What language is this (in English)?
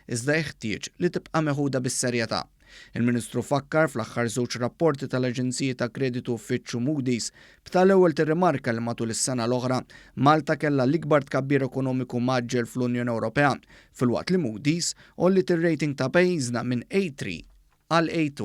Maltese